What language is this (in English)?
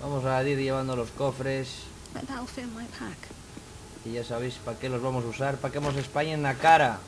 Asturian